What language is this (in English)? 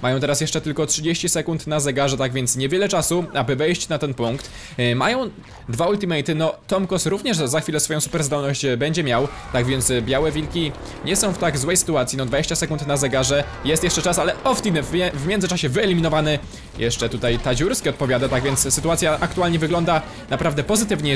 Polish